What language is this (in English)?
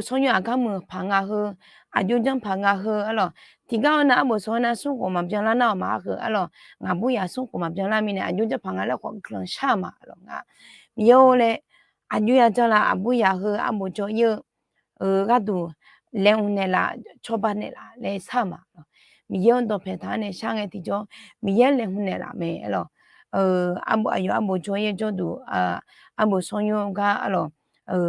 Akha